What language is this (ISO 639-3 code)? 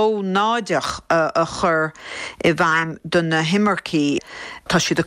gle